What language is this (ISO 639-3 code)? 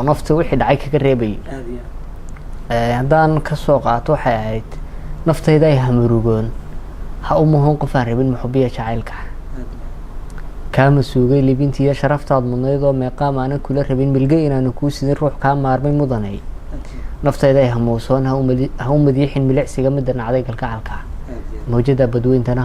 som